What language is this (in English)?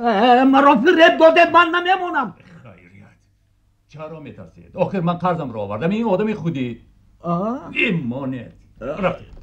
Tajik